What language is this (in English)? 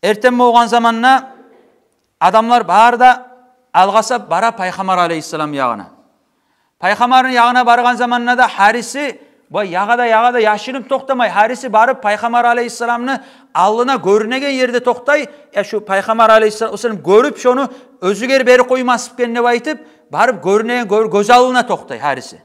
Kumyk